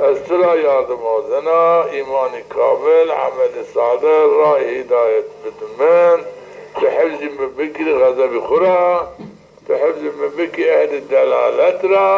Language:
Zaza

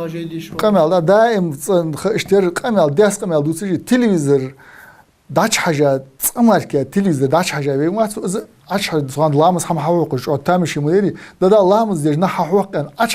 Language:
Ingush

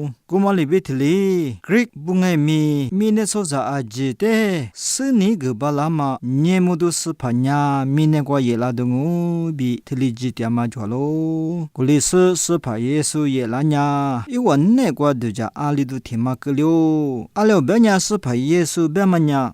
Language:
Lisu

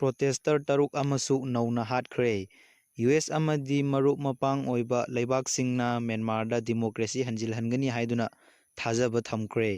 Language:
Manipuri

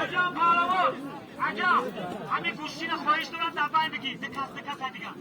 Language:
Tajik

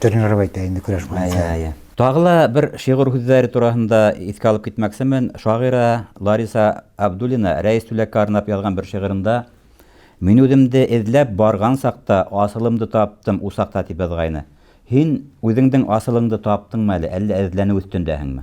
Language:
Bashkir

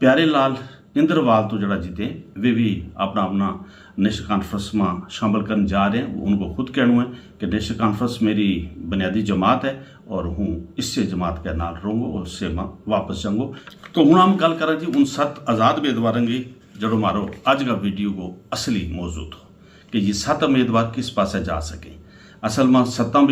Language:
Gujari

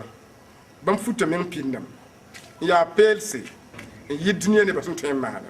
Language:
Mossi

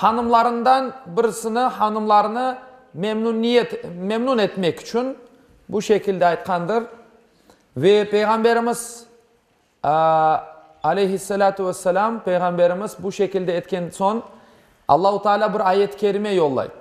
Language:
Crimean Tatar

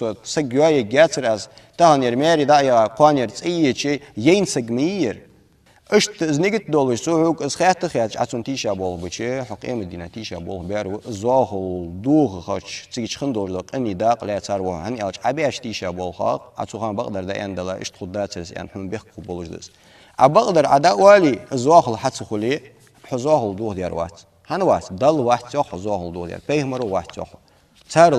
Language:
Ingush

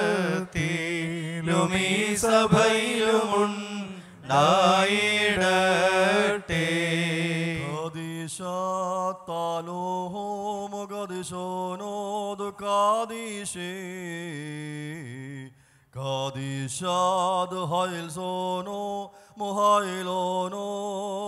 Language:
Malayalam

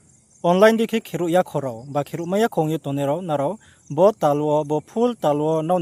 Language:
Riang (India)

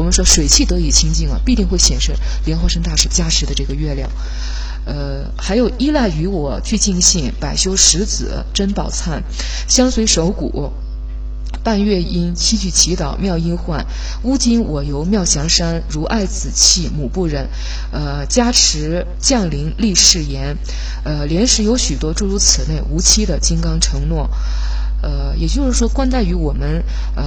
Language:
Chinese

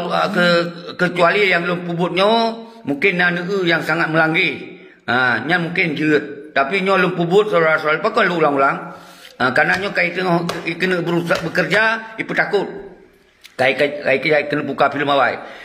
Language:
Achinese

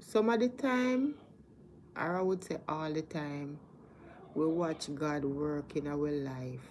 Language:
Jamaican Creole English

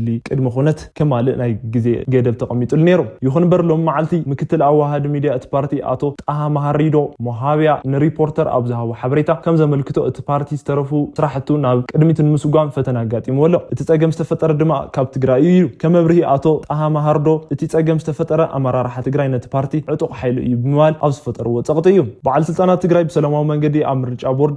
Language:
Tigrinya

